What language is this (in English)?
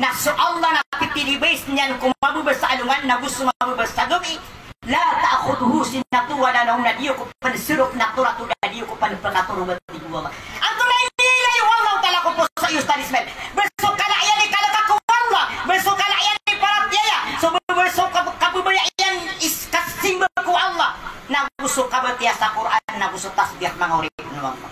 Maranao